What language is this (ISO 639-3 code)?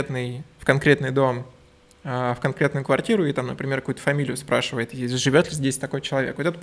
rus